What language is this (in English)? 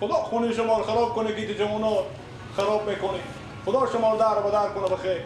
Persian